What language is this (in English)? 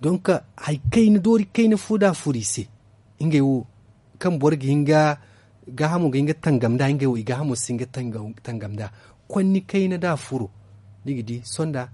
Zarma